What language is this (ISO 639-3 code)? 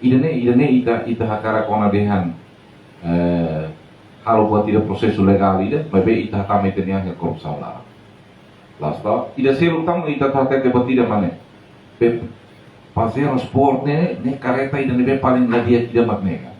tet